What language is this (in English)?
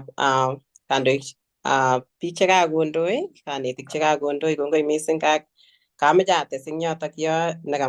Kalenjin